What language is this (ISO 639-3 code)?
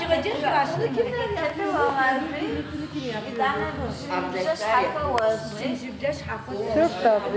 ady